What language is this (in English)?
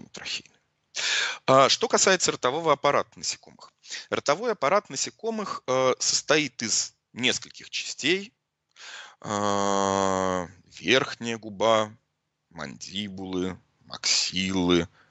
Russian